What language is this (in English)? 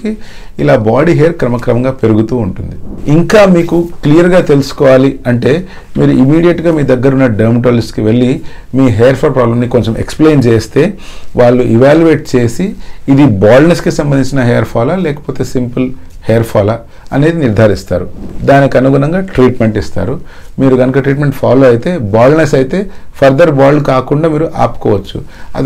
Telugu